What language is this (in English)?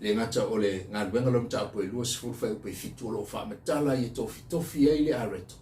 Samoan